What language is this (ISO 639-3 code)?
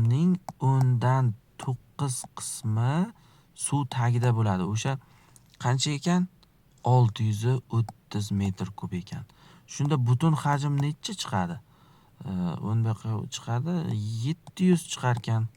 uzb